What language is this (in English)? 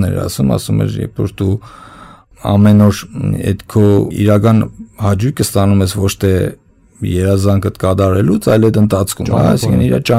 Armenian